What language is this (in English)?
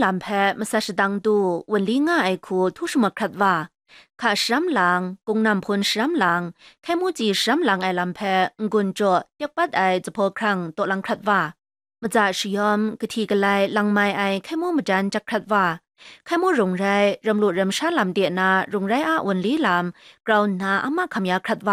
Kachin